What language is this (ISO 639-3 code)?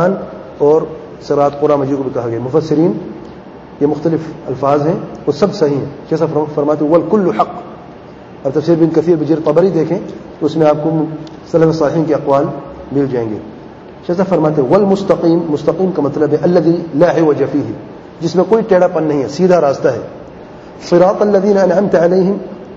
urd